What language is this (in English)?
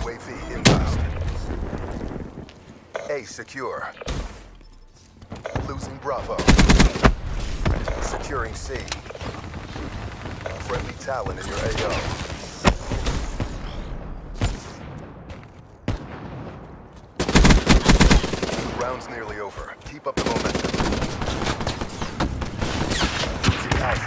English